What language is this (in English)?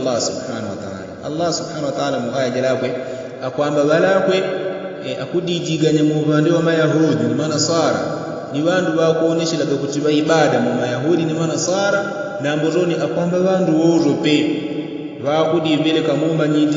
Yao